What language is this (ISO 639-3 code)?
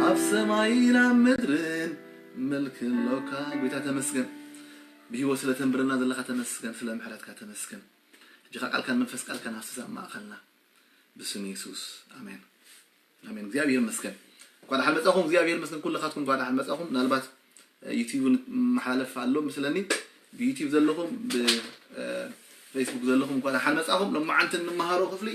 tir